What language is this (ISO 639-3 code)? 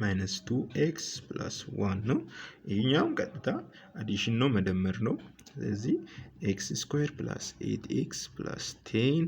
amh